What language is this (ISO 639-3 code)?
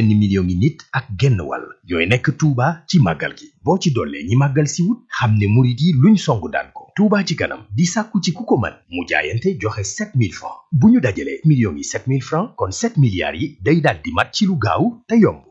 wol